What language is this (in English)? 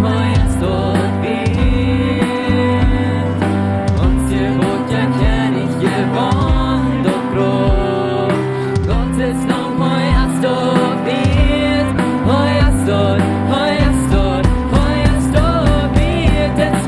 Plautdietsch